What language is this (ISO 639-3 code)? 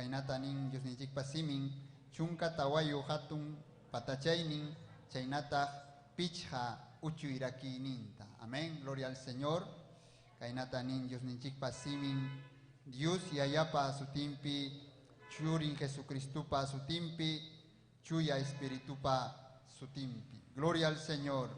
quy